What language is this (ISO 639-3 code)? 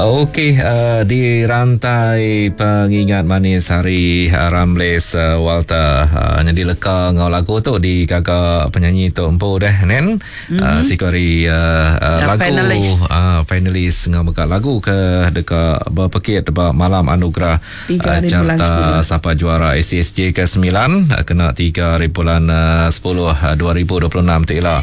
iba